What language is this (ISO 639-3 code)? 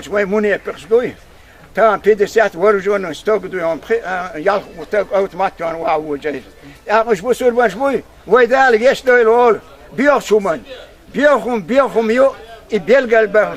che